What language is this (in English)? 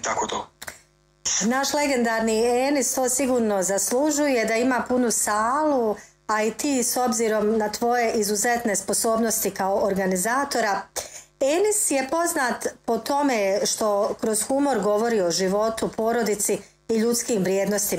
Bosnian